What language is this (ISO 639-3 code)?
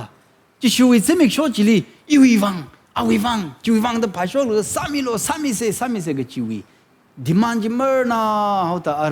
nmf